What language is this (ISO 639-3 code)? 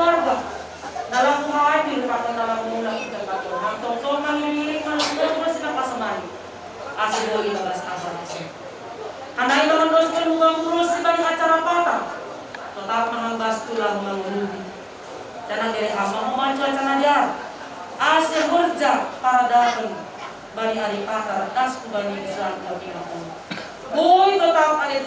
bts